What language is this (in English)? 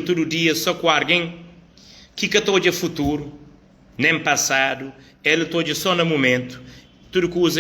Kabuverdianu